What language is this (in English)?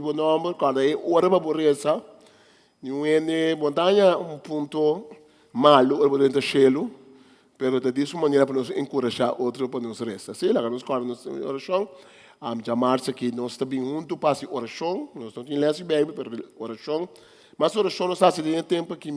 Papiamento